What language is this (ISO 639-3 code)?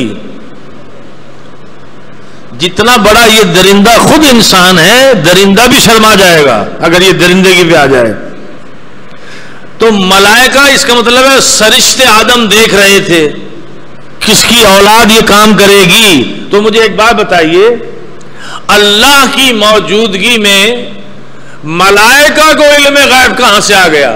urd